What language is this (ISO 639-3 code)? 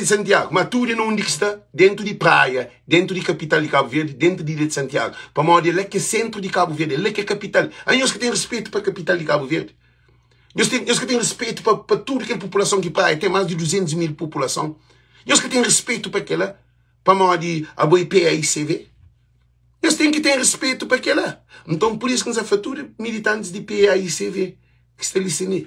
kea